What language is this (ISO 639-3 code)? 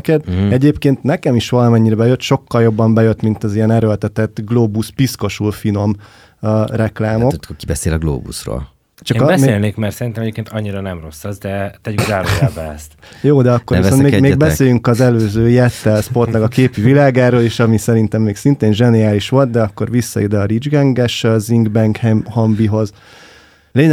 hun